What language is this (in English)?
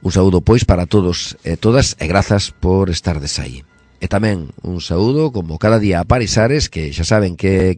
Galician